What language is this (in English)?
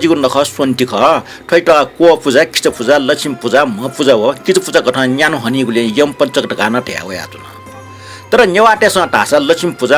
Newari